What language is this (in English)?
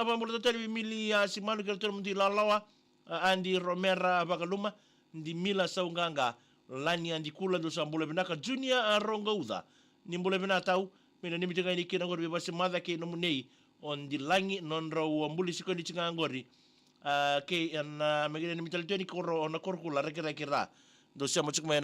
Fijian